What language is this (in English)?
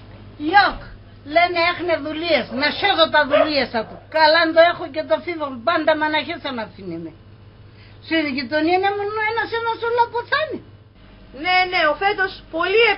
Pontic